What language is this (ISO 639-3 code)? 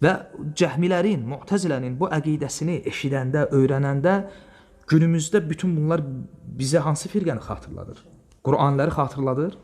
aze